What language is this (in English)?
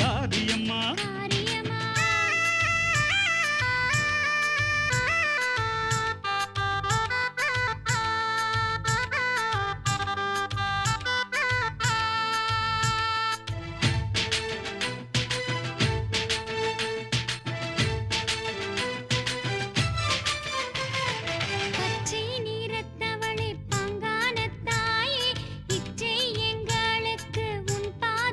Tamil